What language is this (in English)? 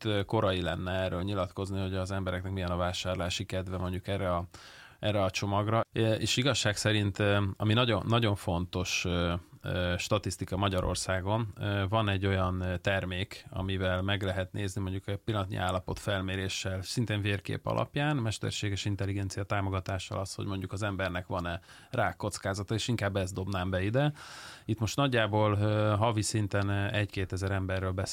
Hungarian